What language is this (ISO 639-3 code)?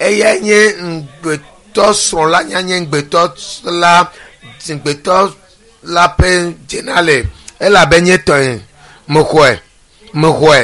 ewe